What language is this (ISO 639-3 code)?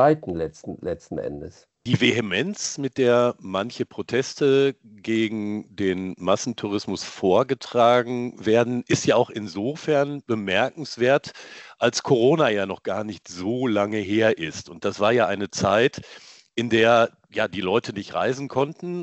deu